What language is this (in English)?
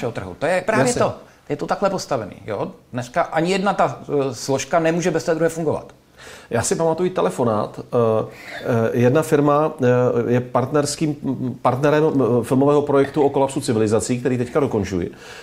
Czech